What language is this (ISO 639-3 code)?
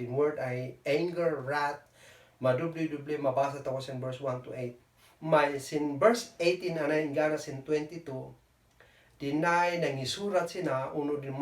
kne